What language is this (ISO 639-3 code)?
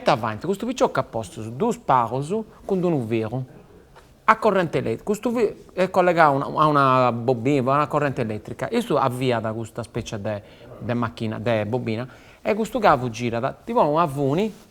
srd